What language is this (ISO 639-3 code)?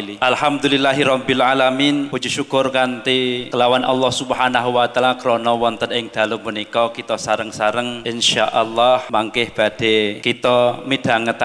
jav